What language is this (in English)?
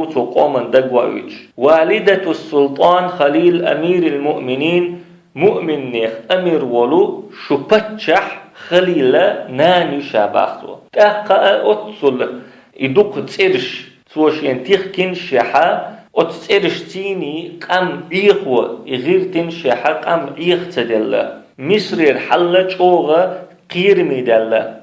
Chechen